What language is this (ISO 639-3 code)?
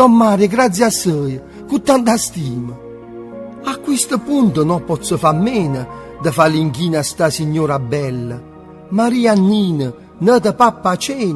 nap